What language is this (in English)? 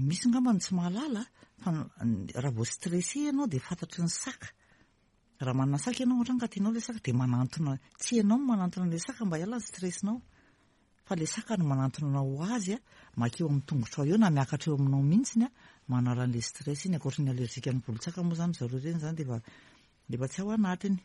Malagasy